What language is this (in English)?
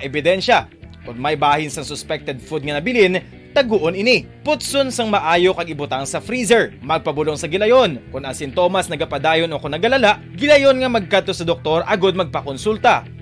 Hiligaynon